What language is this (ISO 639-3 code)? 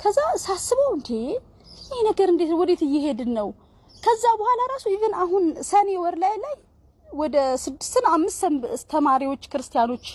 amh